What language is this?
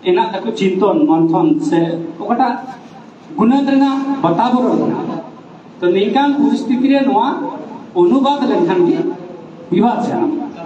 Santali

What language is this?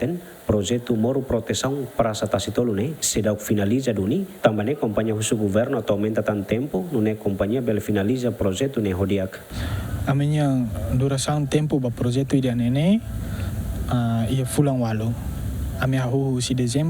Tetum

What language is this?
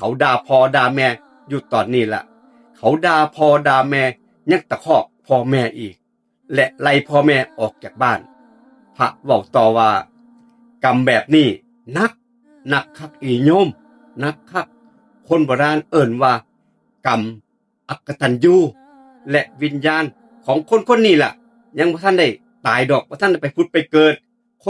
Northeastern Thai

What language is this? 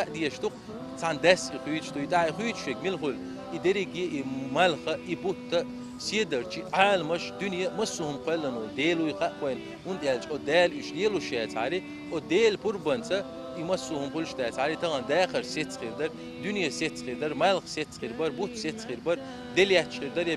Chechen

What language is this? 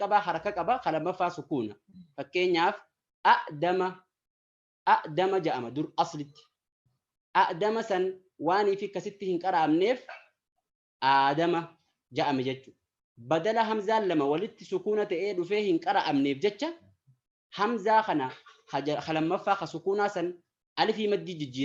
Oromo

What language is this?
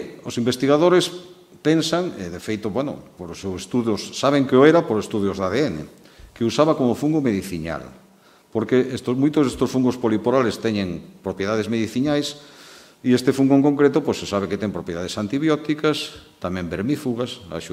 Galician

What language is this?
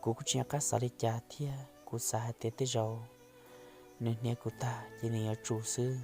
Hmong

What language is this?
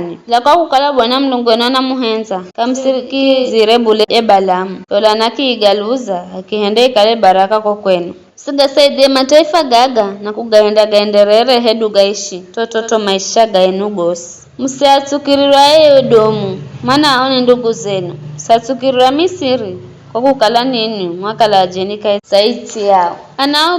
Giryama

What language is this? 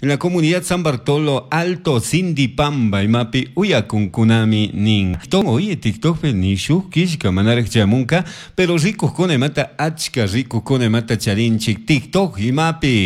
Chimborazo Highland Quichua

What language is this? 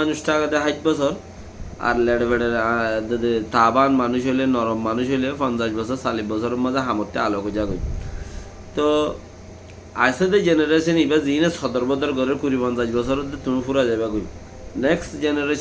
Rohingya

